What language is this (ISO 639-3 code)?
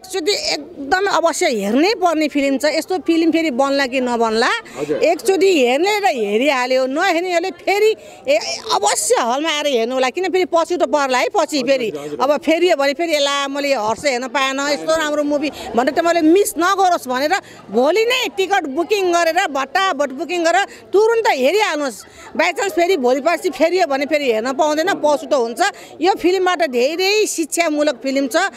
nep